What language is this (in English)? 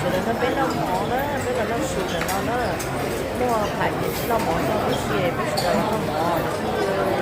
Hmong